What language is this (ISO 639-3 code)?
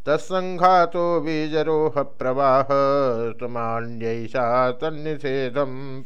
san